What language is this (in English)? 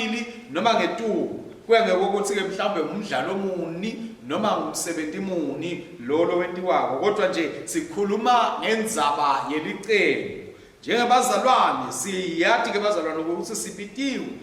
Swati